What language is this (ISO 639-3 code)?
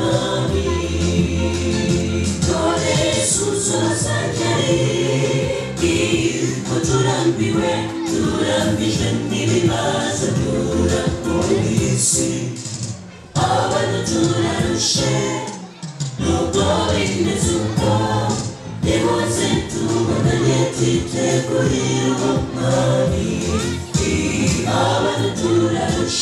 kin